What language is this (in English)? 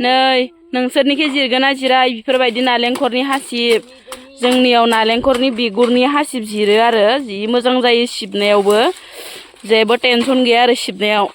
Bodo